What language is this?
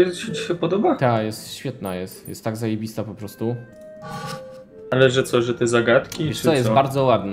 Polish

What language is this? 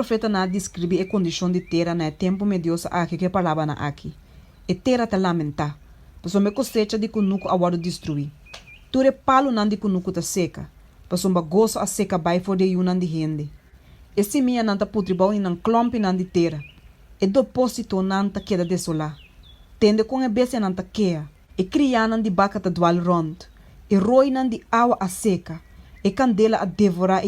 Papiamento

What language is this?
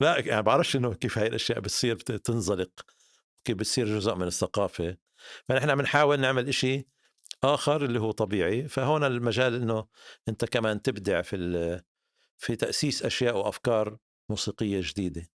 North Levantine Arabic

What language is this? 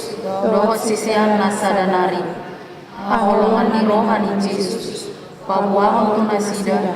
Batak Toba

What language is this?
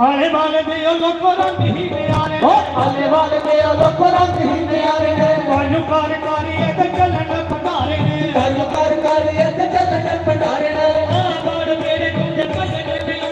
Dogri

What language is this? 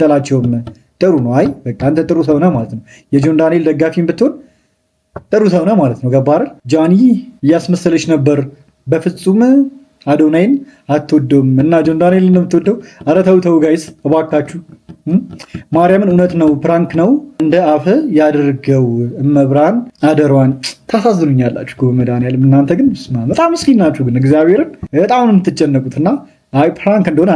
Amharic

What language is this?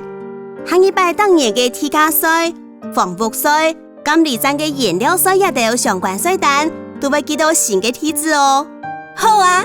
Hakka Chinese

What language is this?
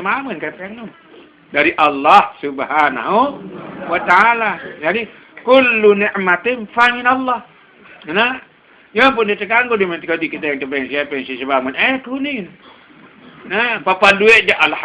Sasak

